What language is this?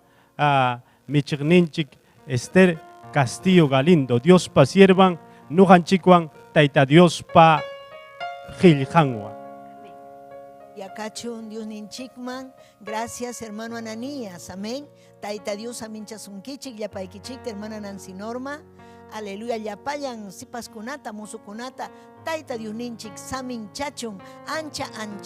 Ayacucho Quechua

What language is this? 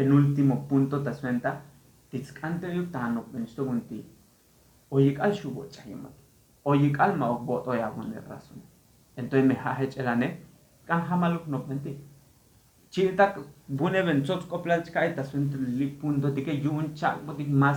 Tzotzil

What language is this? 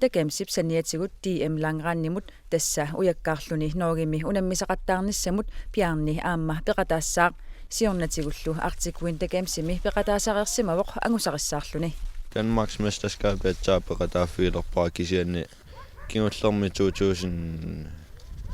Kalaallisut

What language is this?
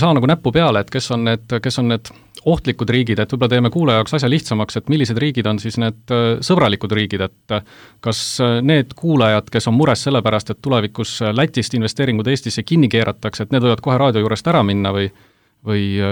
Estonian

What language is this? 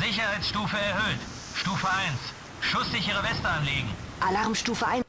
Bavarian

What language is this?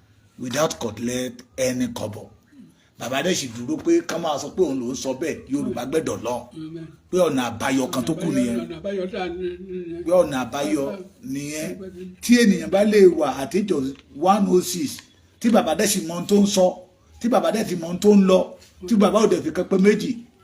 Yoruba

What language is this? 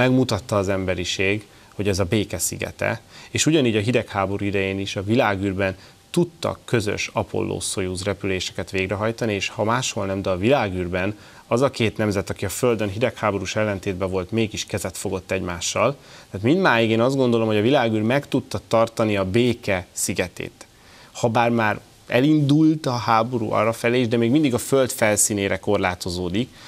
Hungarian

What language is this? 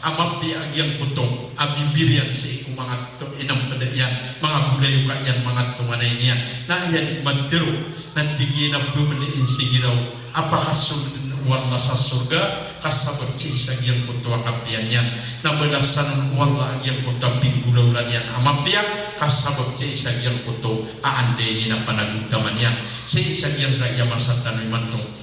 Maranao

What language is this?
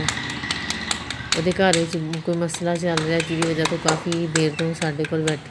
Punjabi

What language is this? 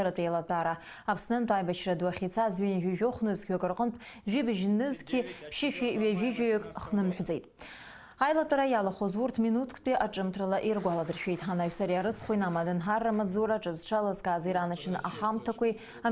Abkhazian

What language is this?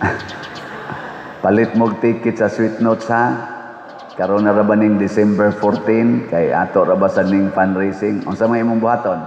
Cebuano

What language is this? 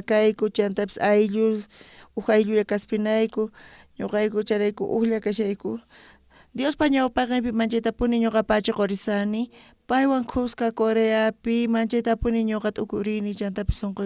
South Bolivian Quechua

